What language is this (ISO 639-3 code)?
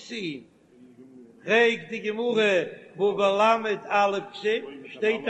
yid